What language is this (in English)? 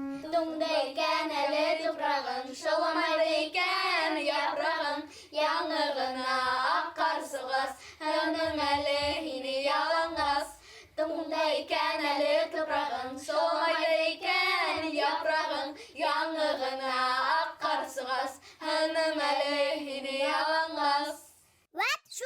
Bashkir